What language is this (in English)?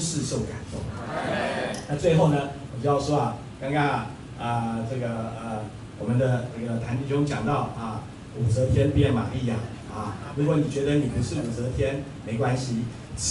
Chinese